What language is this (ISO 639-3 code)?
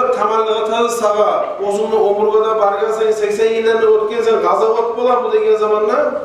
kum